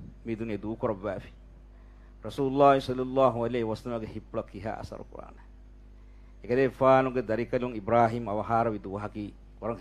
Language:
Divehi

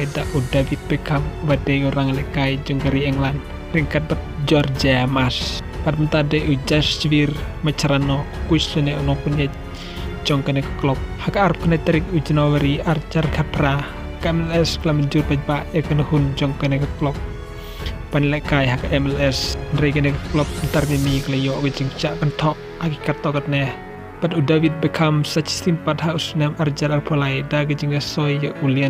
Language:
Khasi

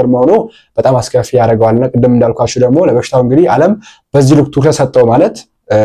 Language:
Amharic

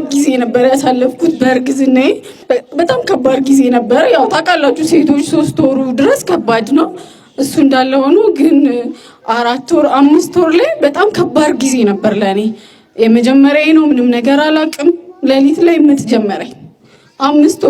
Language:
Amharic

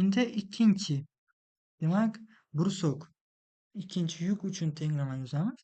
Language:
Uzbek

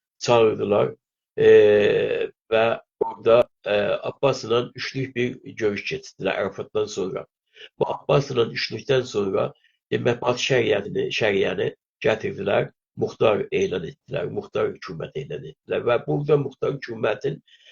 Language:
South Azerbaijani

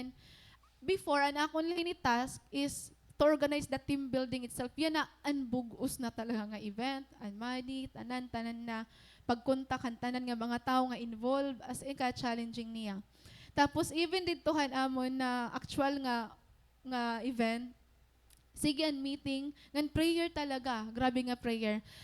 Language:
Waray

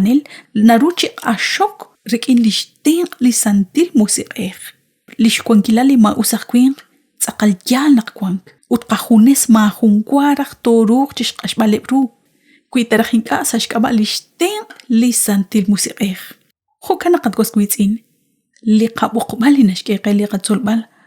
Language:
Kekchí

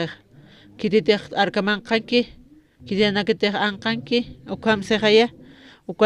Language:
Aymara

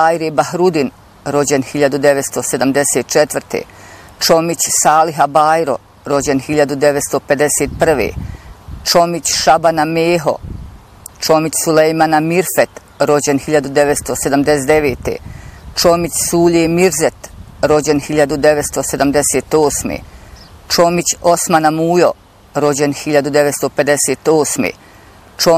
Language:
Bosnian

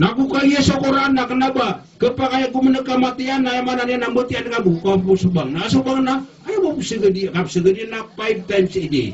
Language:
Maranao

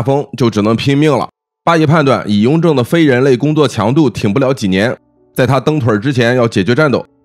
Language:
Chinese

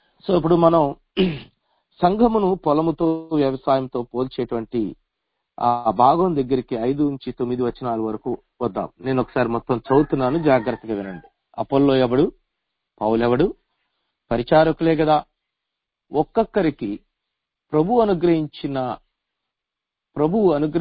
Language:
Telugu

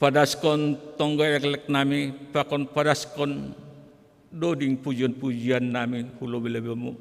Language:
Batak Simalungun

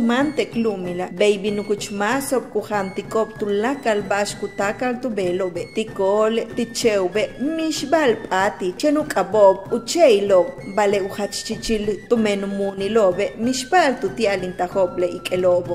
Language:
Yucateco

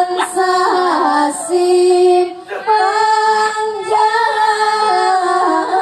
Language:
Minangkabau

